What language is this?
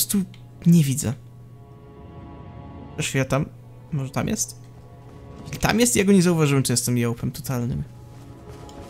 Polish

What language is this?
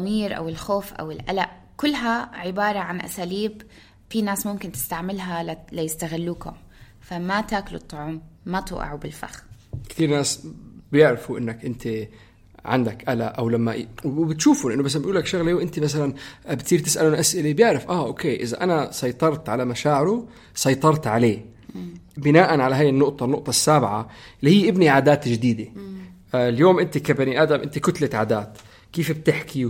North Levantine Arabic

